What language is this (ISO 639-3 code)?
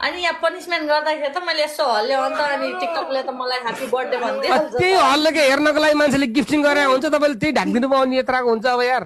nep